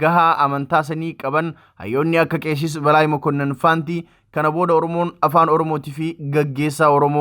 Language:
Oromo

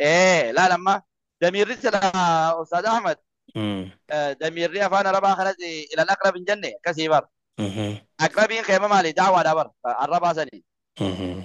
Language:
Oromo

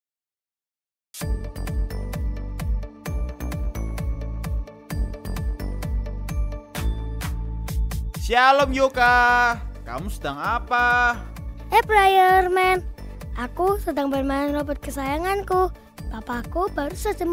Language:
Indonesian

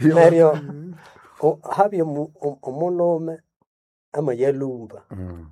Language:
Nande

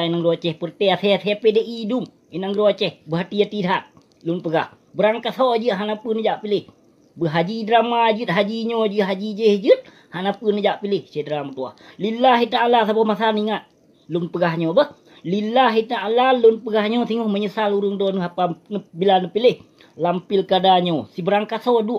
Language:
Achinese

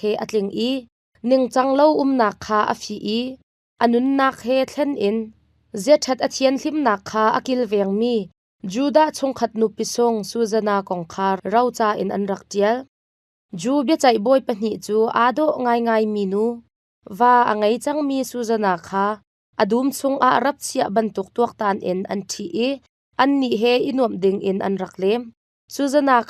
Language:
Hakha Chin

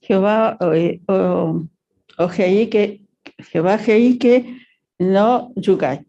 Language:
Guarani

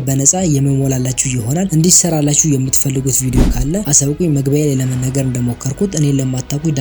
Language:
Amharic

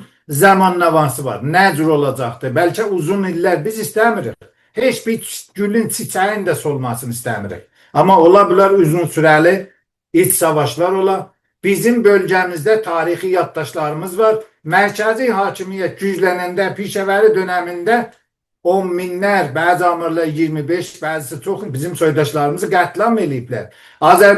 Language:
South Azerbaijani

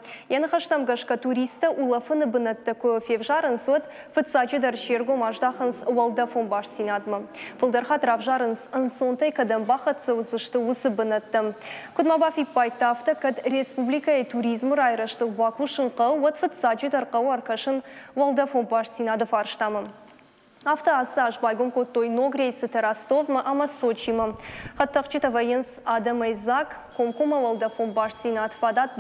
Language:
Ossetic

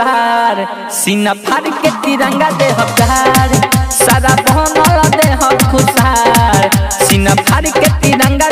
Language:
Bhojpuri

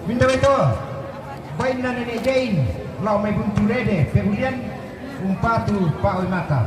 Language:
Toraja-Sa'dan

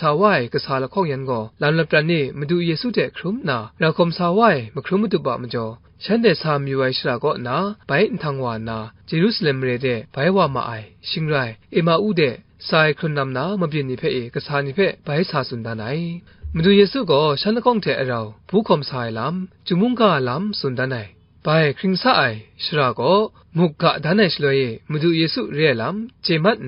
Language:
Kachin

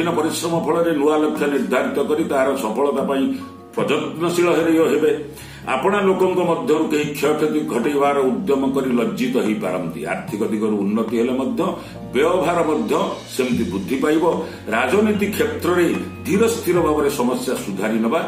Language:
Odia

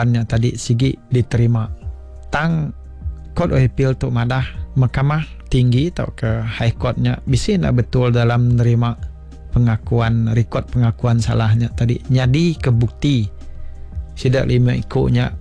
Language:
Iban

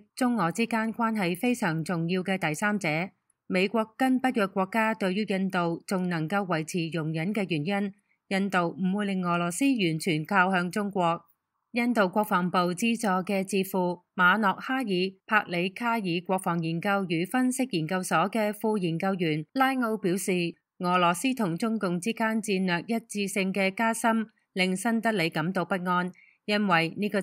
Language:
Cantonese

